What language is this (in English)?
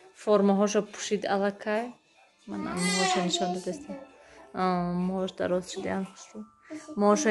Tajik